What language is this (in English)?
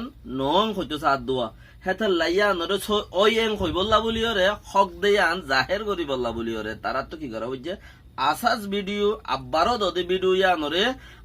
Rohingya